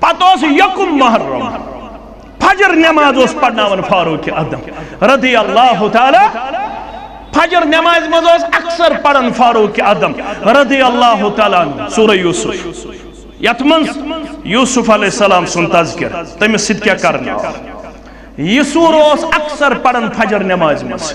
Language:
Kashmiri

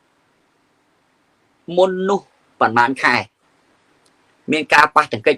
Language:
Khmer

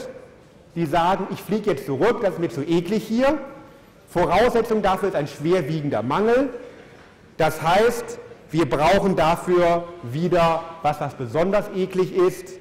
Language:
German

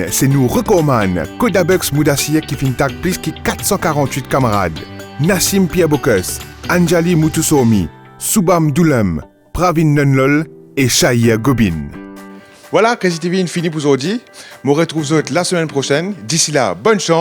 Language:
Morisyen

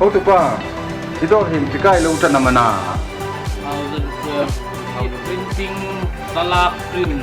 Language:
Hmar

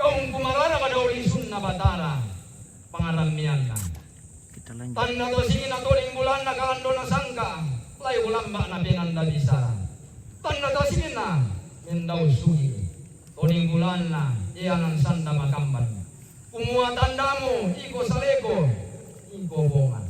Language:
Toraja-Sa'dan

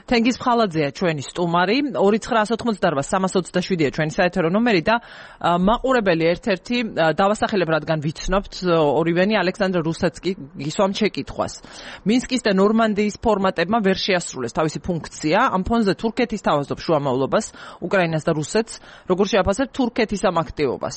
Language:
Georgian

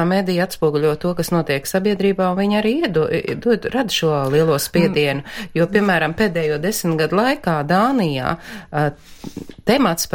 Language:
Latvian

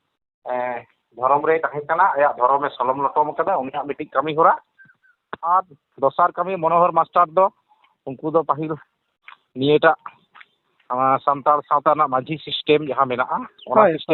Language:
Santali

